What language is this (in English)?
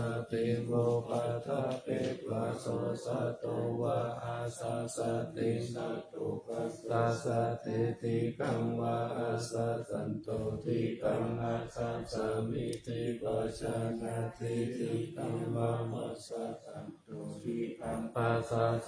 Pali